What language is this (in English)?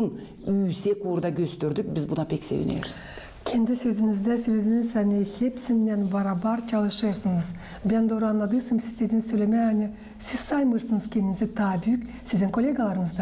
Gagauz